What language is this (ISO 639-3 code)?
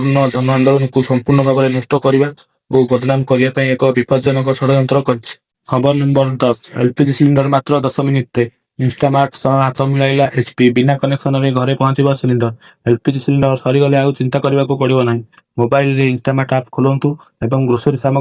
ori